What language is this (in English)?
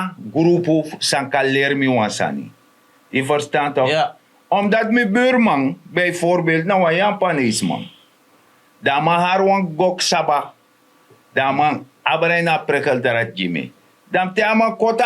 Sranan Tongo